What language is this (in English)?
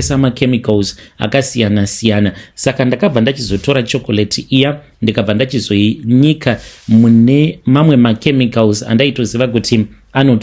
Shona